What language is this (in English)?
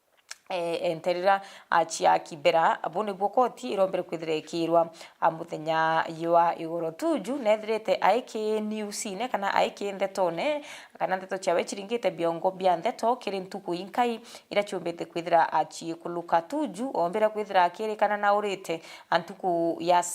Meru